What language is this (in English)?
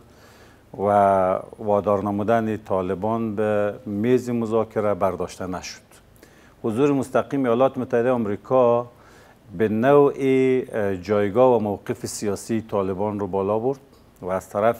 Persian